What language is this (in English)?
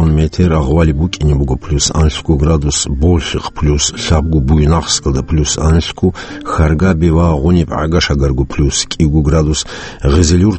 Avaric